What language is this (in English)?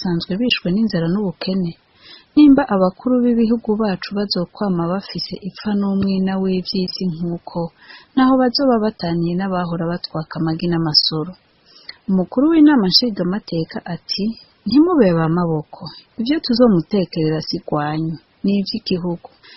Rundi